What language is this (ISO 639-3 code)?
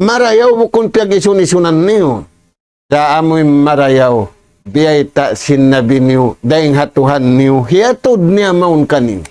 tsg